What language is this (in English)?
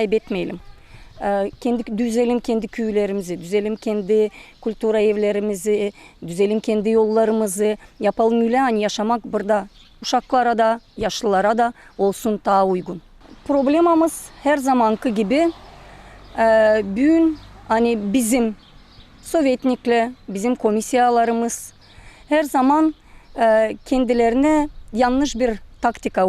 Gagauz